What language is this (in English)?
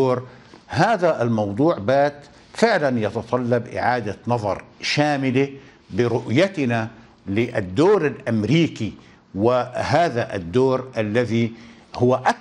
Arabic